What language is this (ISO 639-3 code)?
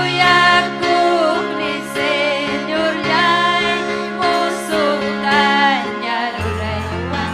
quy